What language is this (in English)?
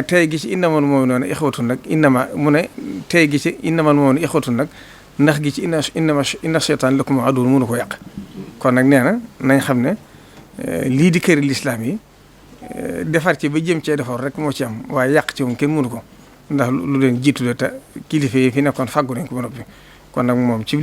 Wolof